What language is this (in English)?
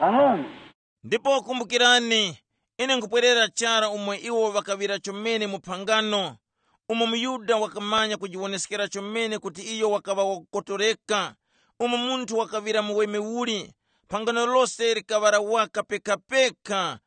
Tumbuka